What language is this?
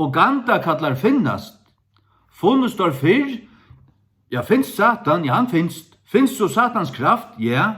Faroese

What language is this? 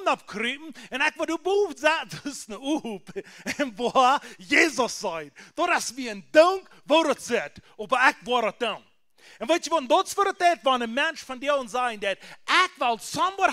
Plautdietsch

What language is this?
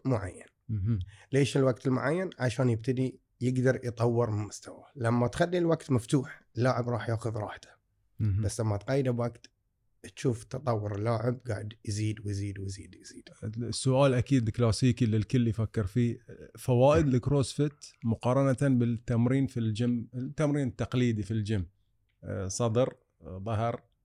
Gulf Arabic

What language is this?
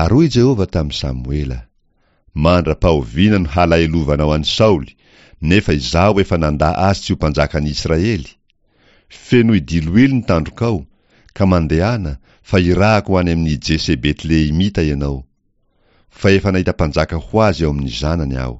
Malagasy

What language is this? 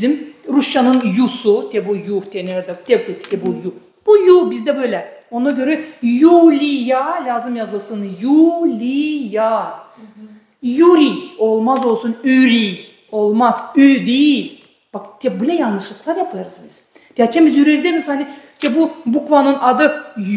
Gagauz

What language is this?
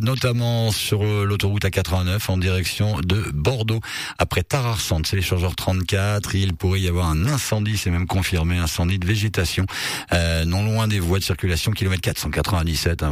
French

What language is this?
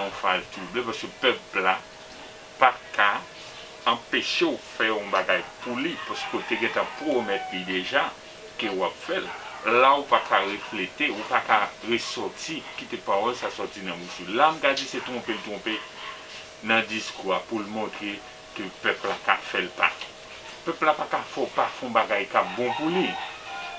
Haitian Creole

